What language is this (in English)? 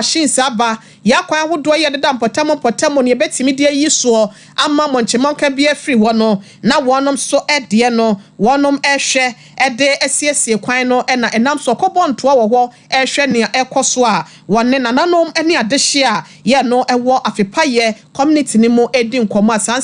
Akan